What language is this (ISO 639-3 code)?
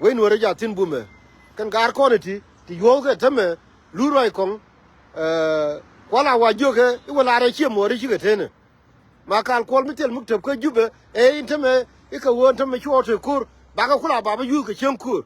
nus